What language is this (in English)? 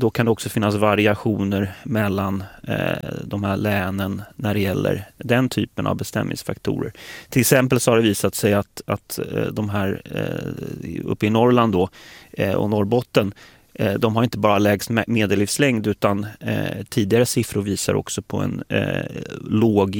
Swedish